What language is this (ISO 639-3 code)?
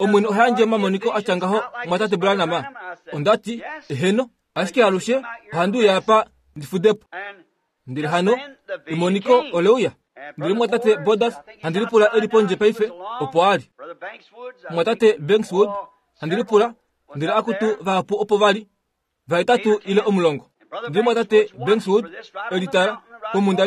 kua